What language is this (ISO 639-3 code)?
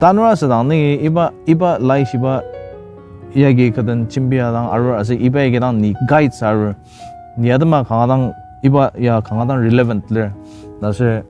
njo